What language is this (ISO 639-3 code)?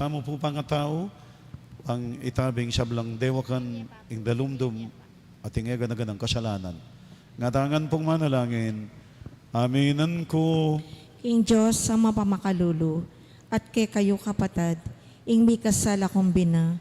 pam